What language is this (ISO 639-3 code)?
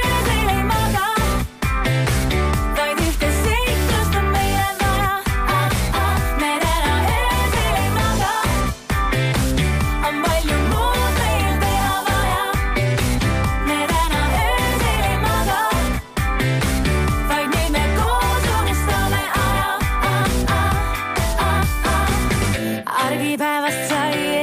est